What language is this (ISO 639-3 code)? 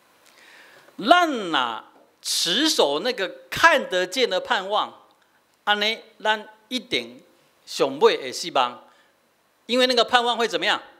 nan